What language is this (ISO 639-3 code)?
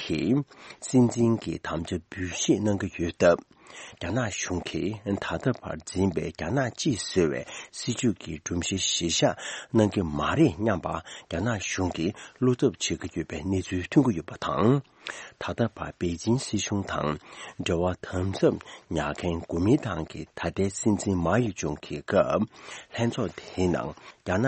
bod